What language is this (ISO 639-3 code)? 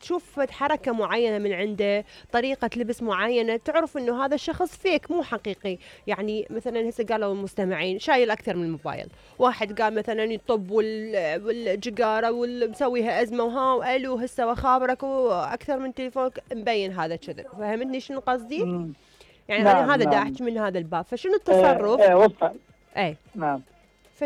acm